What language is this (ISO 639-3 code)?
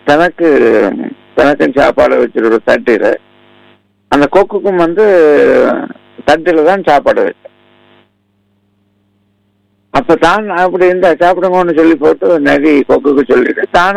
tam